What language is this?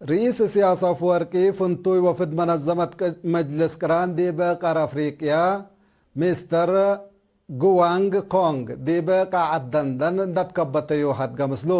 Tigre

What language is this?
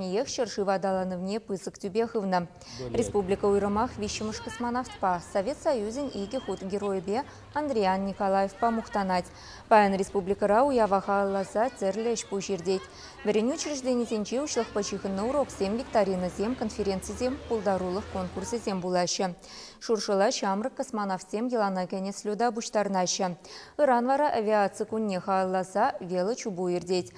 Chuvash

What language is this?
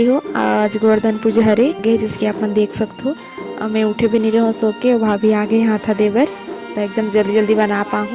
Chhattisgarhi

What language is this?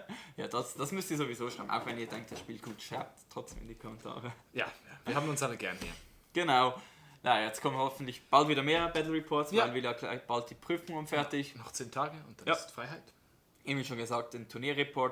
Swiss German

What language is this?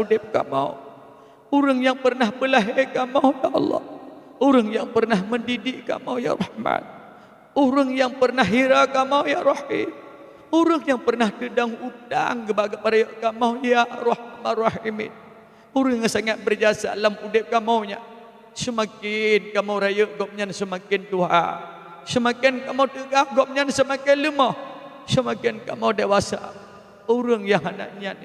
Achinese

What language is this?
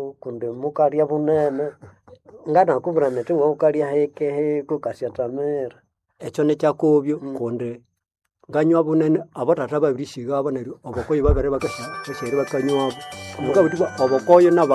Nande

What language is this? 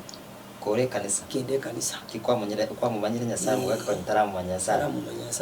Gusii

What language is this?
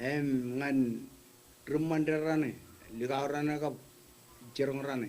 Marshallese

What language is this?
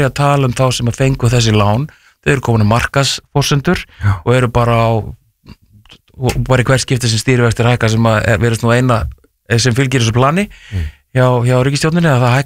Icelandic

